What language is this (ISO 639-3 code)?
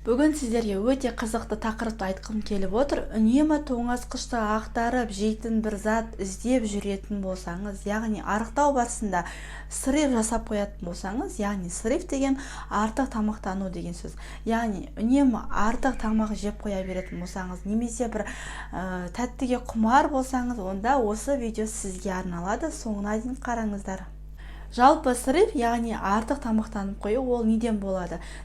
kaz